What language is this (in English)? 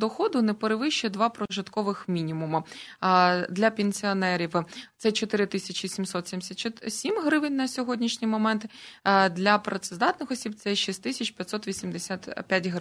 Ukrainian